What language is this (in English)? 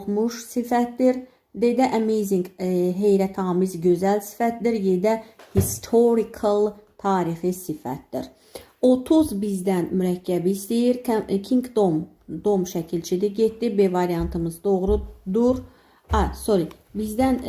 Azerbaijani